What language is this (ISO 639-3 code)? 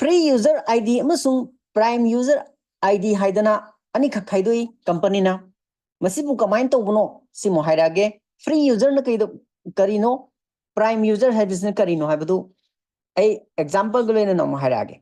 mni